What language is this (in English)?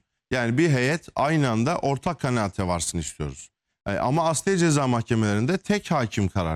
Turkish